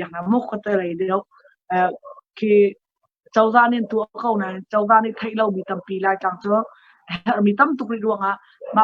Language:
Hakha Chin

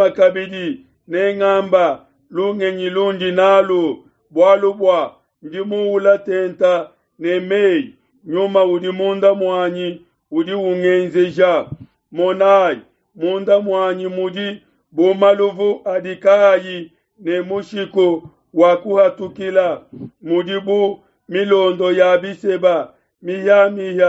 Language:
Luba-Lulua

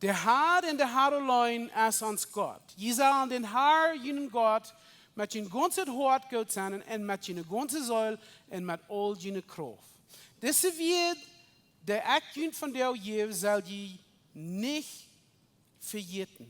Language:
Plautdietsch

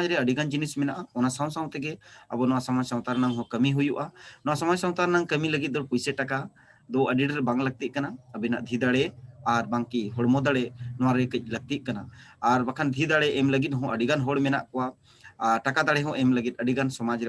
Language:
Santali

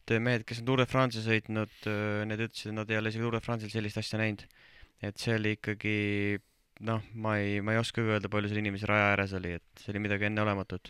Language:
Estonian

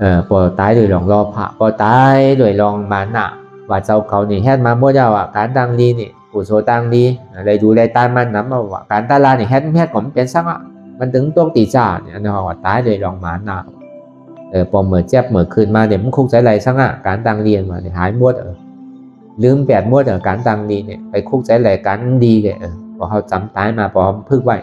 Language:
Shan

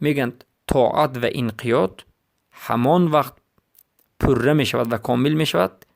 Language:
Persian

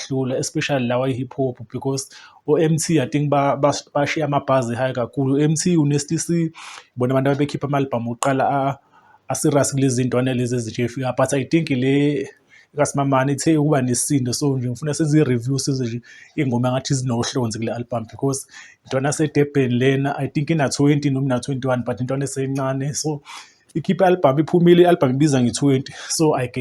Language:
Zulu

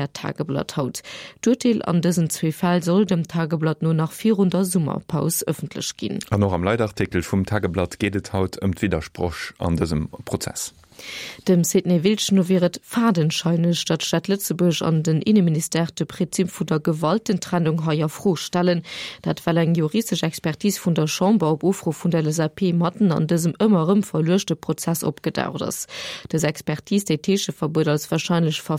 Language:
Luxembourgish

